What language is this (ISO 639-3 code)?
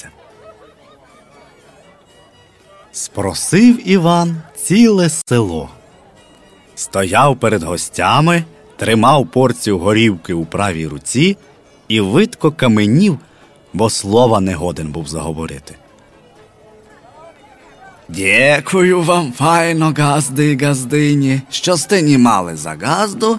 ukr